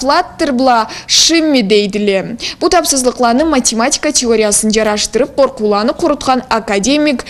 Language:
Karachay-Balkar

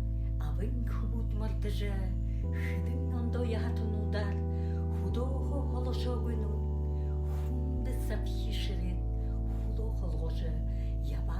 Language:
Buriat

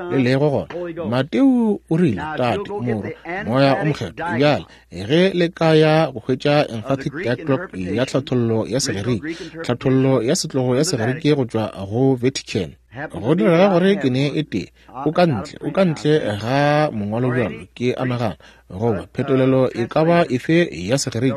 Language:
Northern Sotho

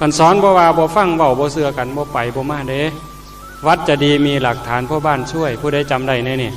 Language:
Northeastern Thai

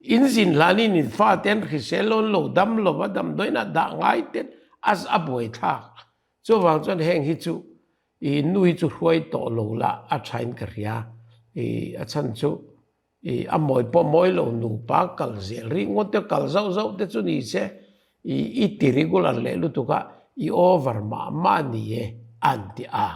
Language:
Mizo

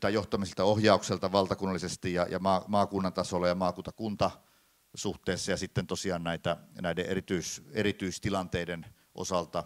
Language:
Finnish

